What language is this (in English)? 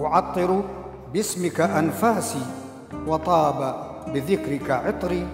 Southern Kurdish